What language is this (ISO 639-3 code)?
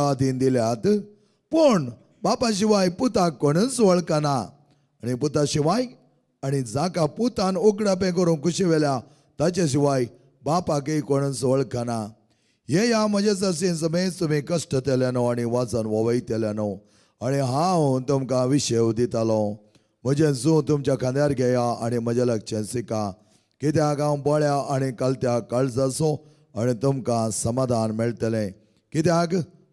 kok